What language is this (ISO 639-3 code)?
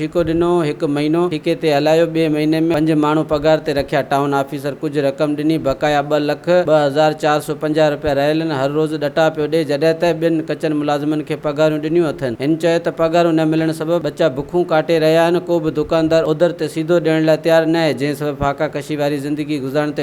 snd